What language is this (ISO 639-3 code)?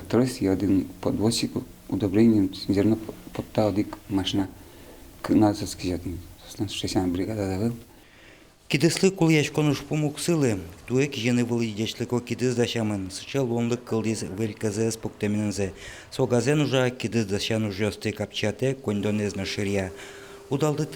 udm